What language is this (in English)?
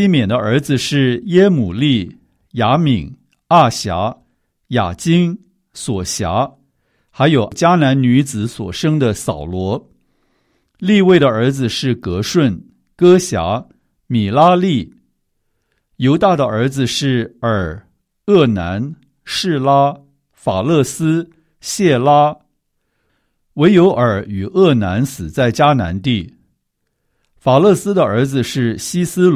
Chinese